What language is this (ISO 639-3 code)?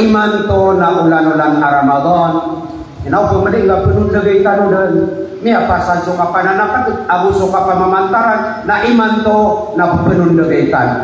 mrw